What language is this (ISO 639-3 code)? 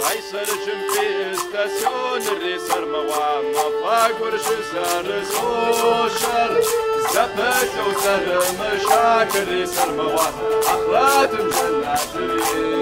kbd